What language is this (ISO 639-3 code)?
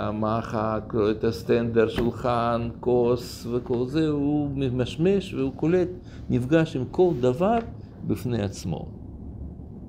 heb